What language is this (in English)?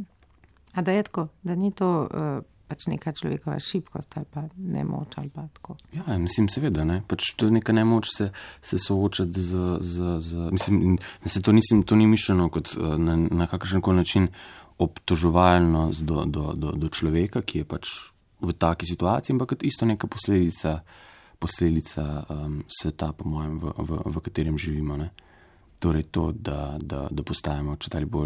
Slovenian